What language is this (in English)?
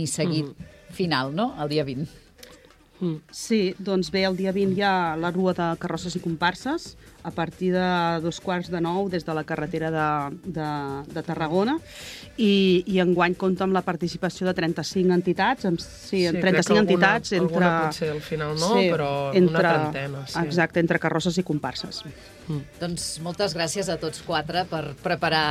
Catalan